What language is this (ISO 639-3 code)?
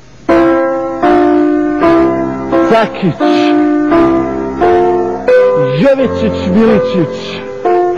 bos